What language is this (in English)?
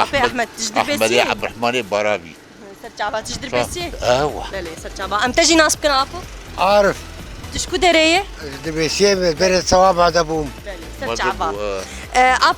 Kurdish